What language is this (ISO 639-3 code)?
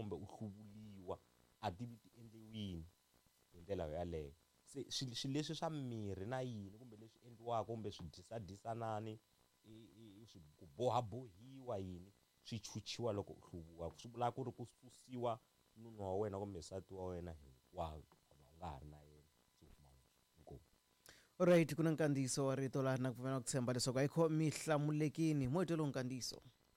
tso